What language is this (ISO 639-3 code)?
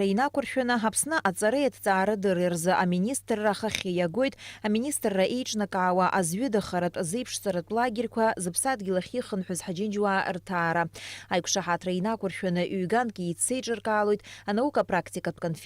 abk